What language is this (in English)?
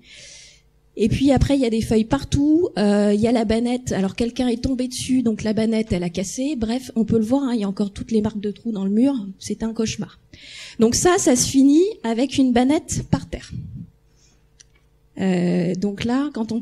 French